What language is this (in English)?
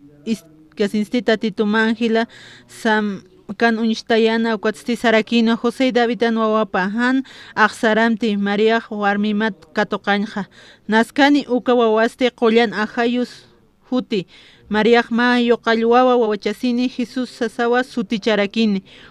Aymara